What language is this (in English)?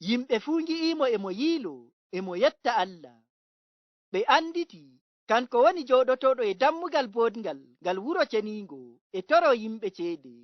Nigerian Fulfulde